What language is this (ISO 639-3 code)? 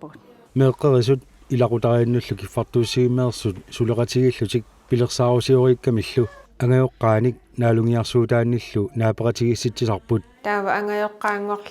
kal